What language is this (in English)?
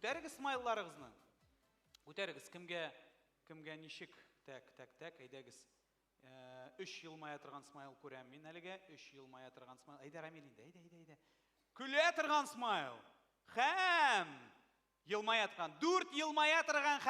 Tatar